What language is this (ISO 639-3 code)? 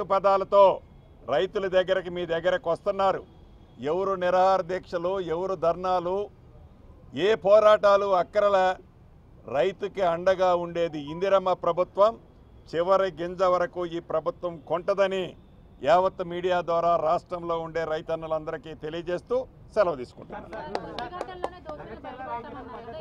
tel